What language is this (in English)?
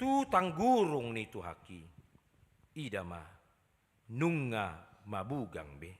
Batak Toba